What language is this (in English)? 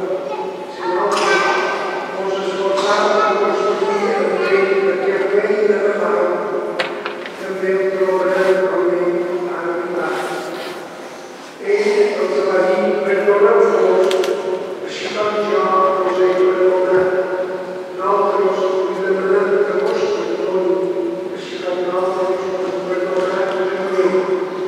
Catalan